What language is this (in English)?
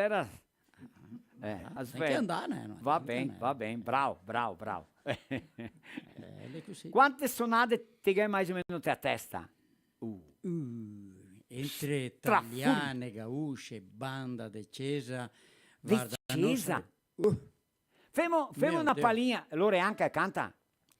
Venetian